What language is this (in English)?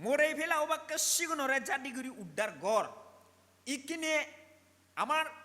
Chakma